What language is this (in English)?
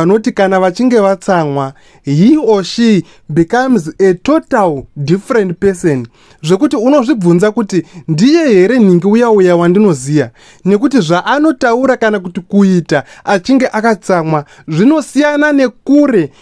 Shona